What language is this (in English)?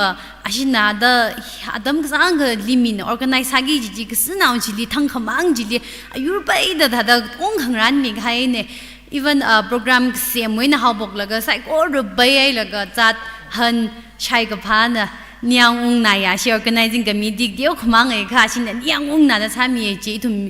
Tangkhul Naga (India)